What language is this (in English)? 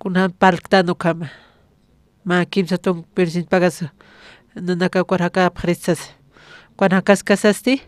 Aymara